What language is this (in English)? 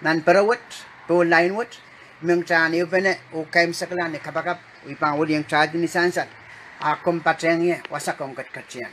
Pohnpeian